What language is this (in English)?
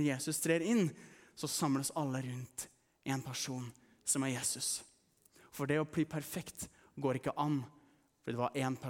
Norwegian